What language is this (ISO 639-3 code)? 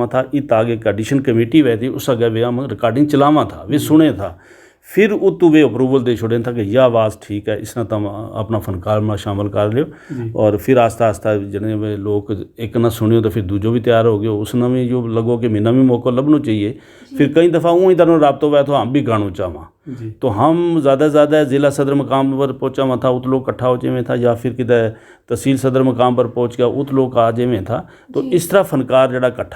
gju